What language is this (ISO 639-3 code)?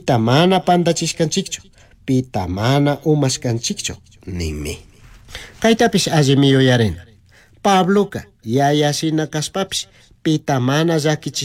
qug